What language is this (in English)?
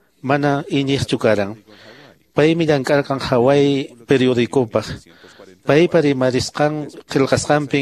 Quechua